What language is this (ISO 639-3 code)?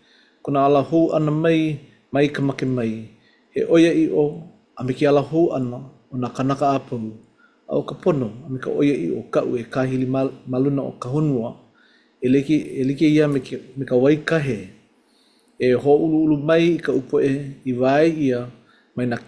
haw